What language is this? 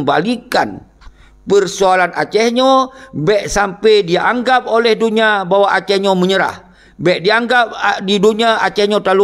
Achinese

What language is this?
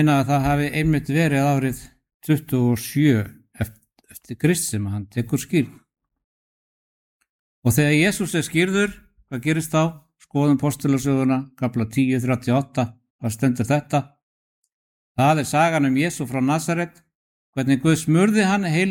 Icelandic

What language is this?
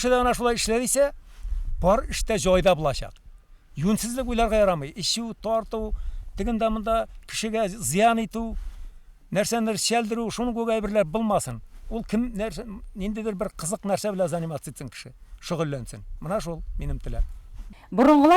Bashkir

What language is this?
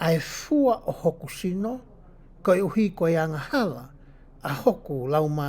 Tongan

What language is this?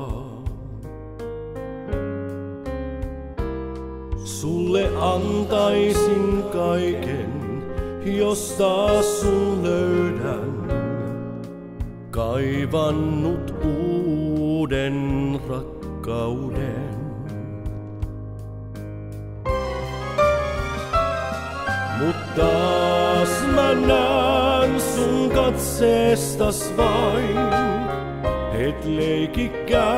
Finnish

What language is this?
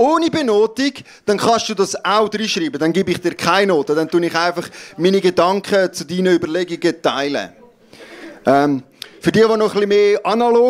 Swiss German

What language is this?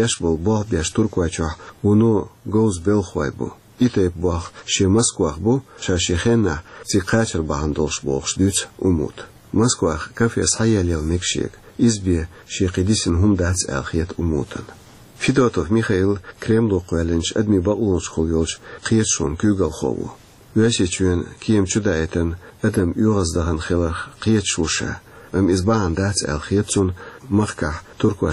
Chechen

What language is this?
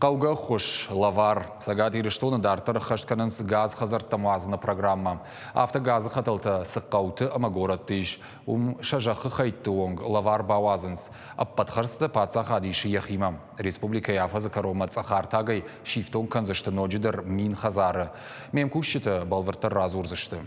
Ossetic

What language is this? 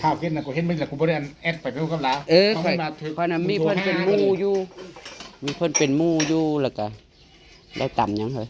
Northeastern Thai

